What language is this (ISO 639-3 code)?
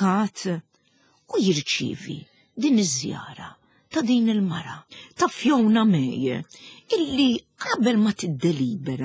mlt